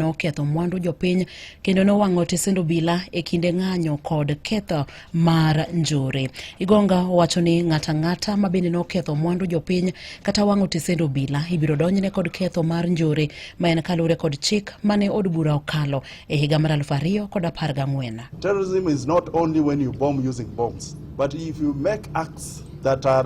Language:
Luo (Kenya and Tanzania)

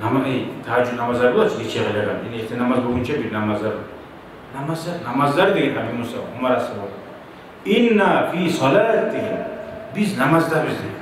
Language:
Kumyk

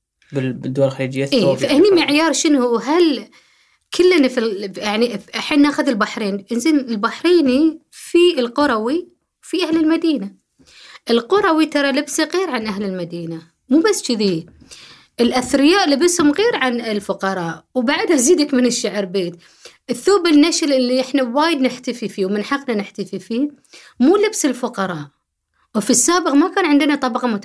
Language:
Gulf Arabic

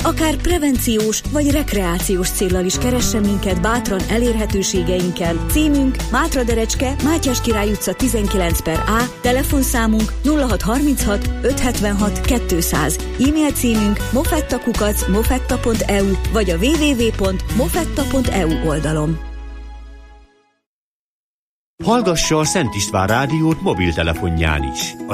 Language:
Hungarian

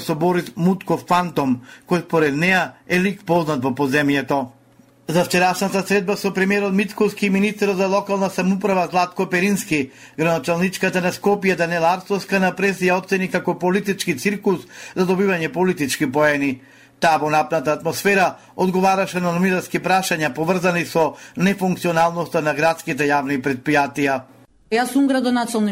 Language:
Macedonian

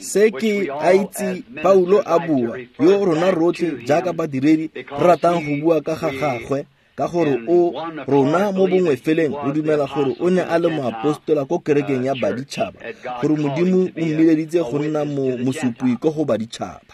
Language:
Tswana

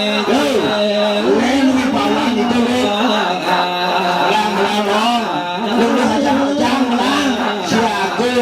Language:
Balinese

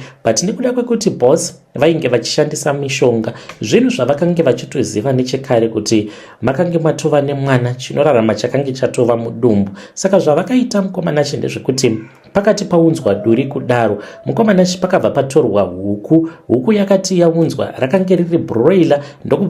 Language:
Shona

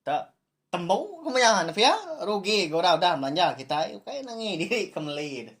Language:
Iban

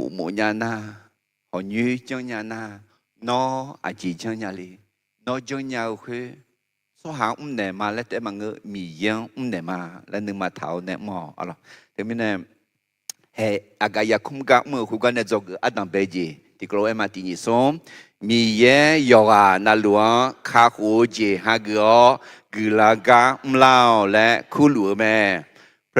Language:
Akha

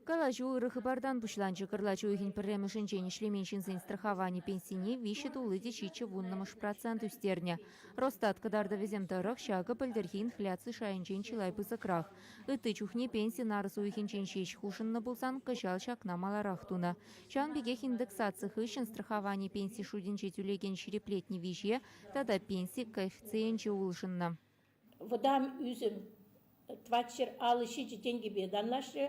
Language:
Chuvash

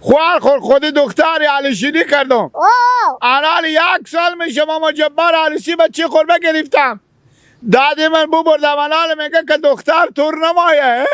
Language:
Hazaragi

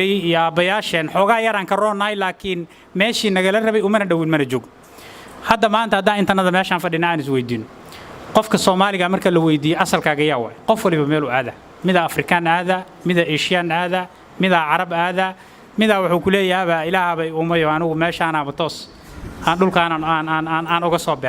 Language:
Somali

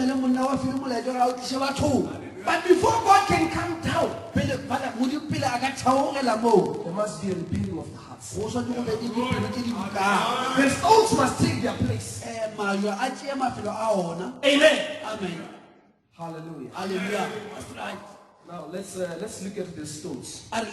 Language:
Northern Sotho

